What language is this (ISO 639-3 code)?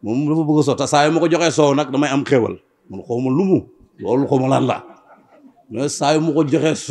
wol